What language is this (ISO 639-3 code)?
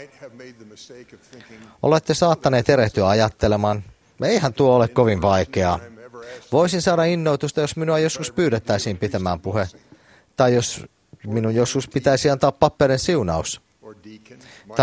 fin